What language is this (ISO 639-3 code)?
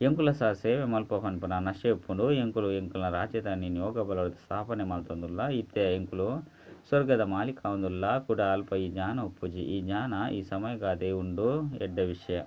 tcy